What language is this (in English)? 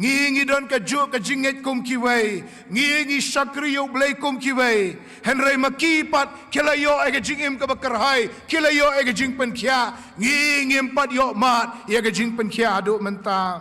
Khasi